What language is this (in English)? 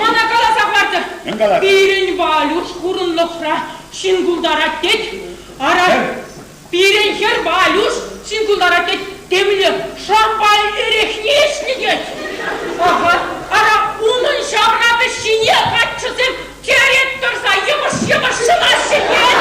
Chuvash